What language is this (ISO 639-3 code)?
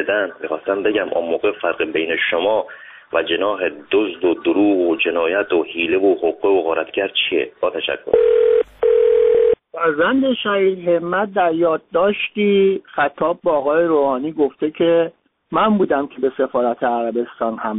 fas